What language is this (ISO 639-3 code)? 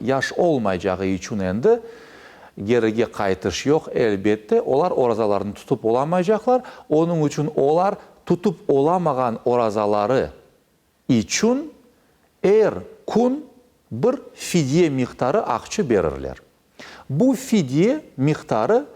crh